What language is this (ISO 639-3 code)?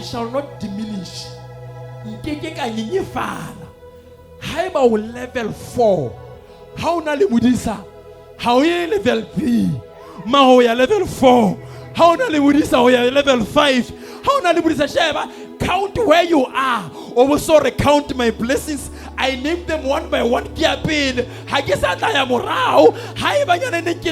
sot